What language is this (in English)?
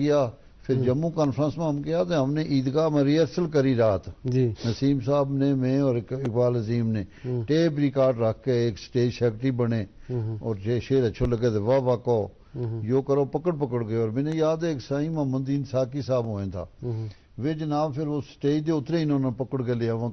Gujari